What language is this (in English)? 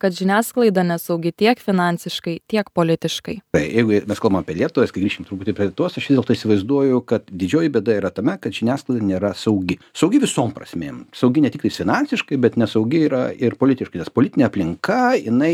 Lithuanian